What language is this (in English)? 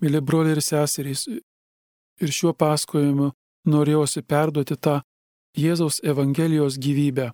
Lithuanian